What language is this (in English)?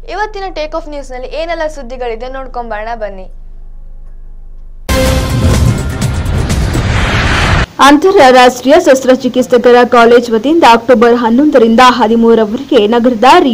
Kannada